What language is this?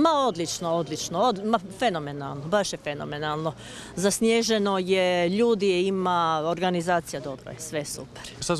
Croatian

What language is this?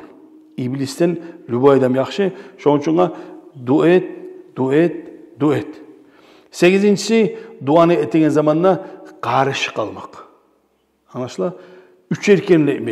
Kumyk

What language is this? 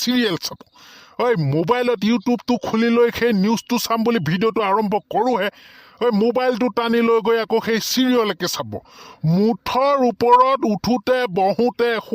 Assamese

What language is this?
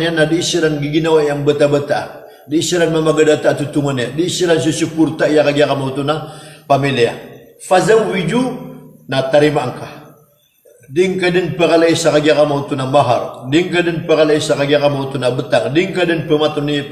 Maranao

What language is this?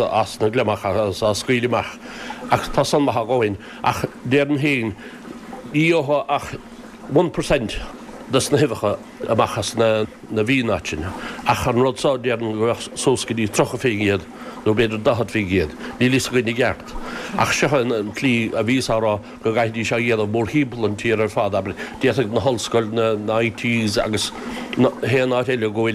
Irish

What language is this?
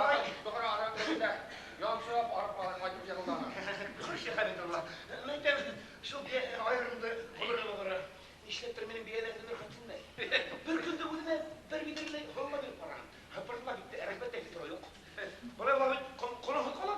Bashkir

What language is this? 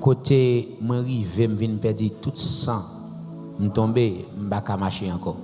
Haitian Creole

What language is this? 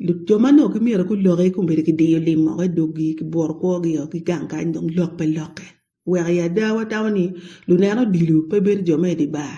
Acoli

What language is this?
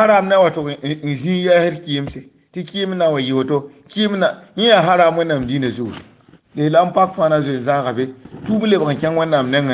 Mossi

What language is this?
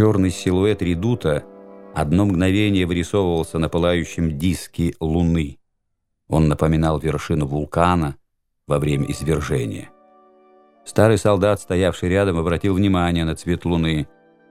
Russian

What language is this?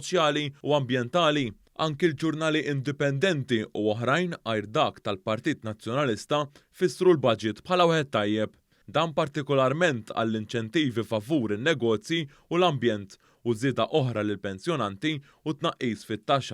Maltese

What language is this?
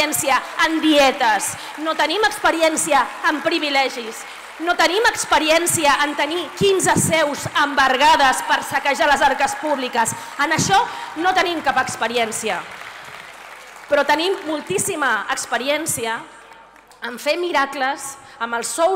Catalan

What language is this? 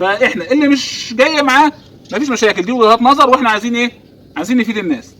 Egyptian Arabic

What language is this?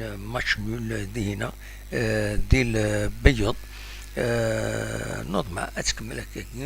Kabyle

